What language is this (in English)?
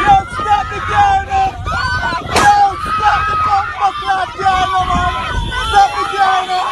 Jamaican Creole English